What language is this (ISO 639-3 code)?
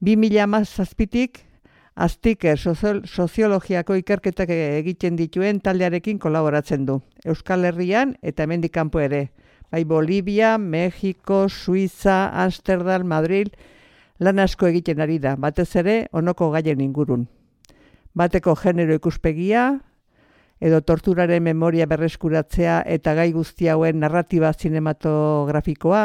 eus